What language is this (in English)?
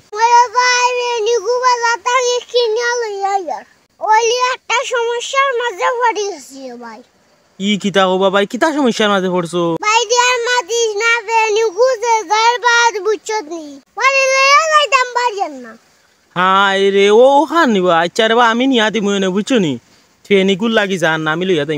Sylheti